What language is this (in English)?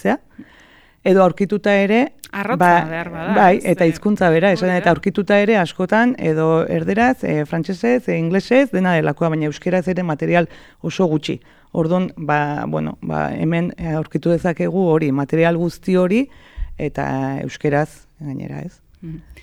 Basque